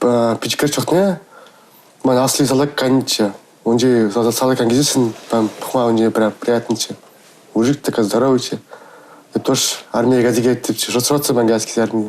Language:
Chuvash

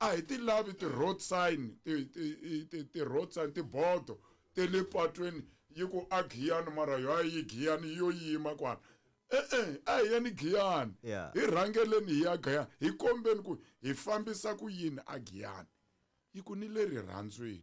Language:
Tsonga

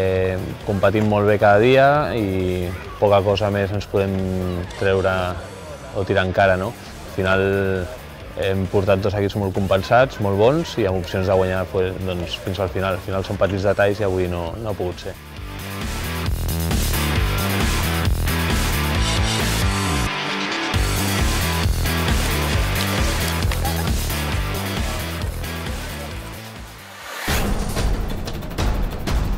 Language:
Catalan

